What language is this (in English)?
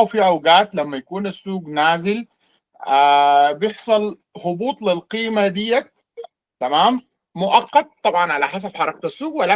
Sudanese Arabic